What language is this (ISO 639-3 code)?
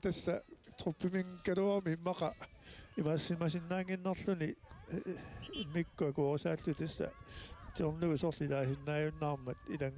kal